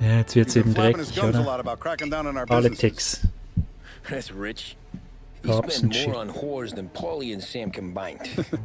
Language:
Swiss German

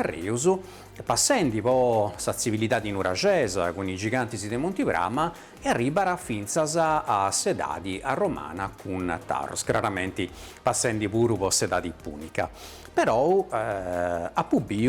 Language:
Sardinian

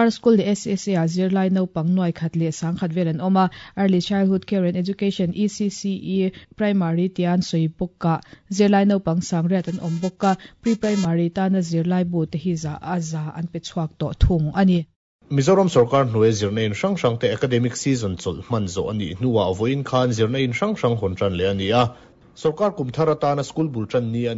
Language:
Mizo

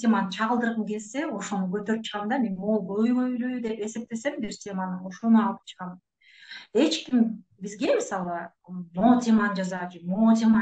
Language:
Kyrgyz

